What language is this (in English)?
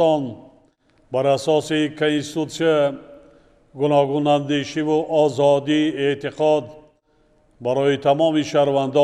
Tajik